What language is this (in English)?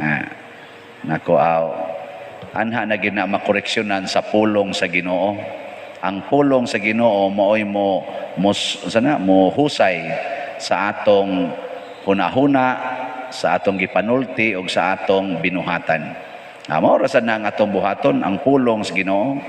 Cebuano